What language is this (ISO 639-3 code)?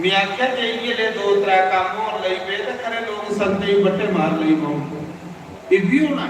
doi